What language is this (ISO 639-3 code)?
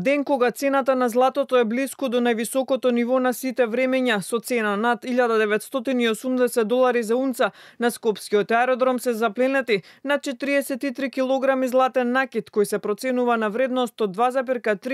mkd